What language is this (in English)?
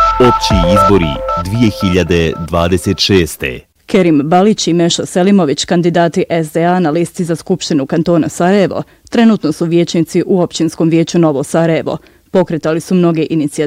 Bosnian